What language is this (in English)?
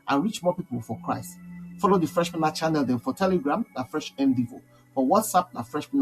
Nigerian Pidgin